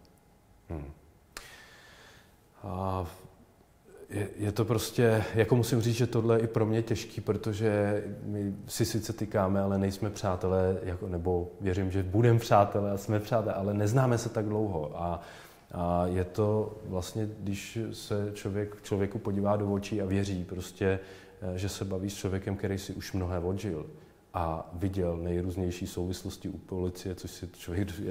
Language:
Czech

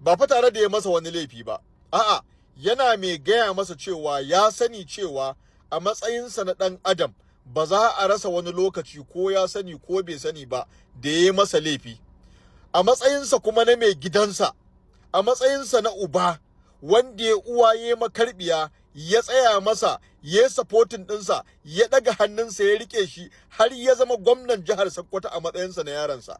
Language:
Hausa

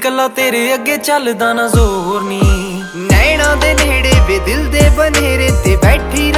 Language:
Punjabi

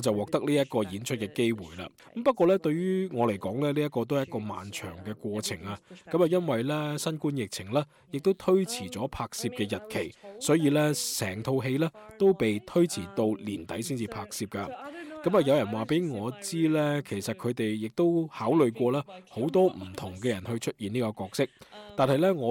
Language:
Cantonese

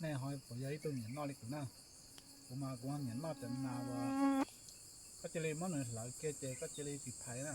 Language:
Hmong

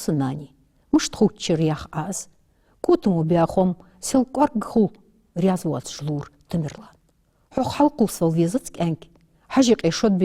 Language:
Ingush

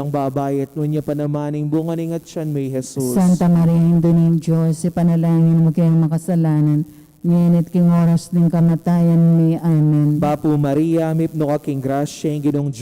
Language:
Pampanga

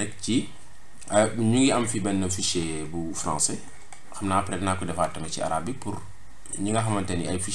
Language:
Wolof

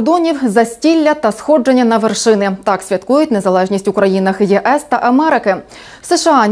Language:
Ukrainian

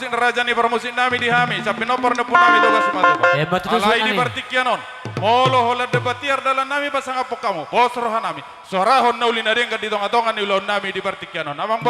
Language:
Batak Toba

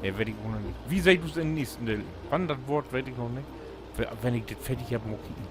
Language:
Low German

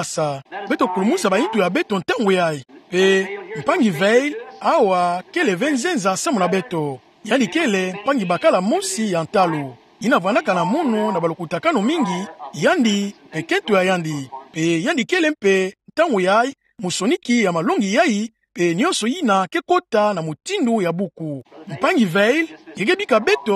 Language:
Kituba (Democratic Republic of Congo)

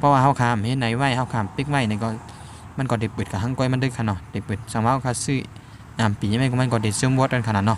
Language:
Shan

